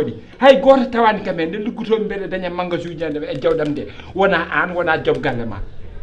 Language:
Fula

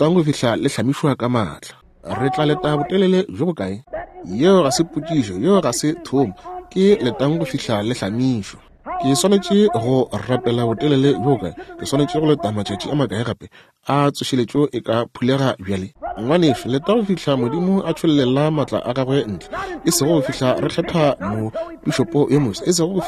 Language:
Northern Sotho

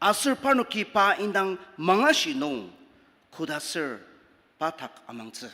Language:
Ao Naga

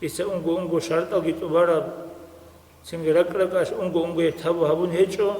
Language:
Avaric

